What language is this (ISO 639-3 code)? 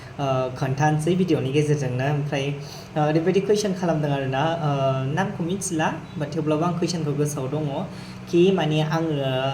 brx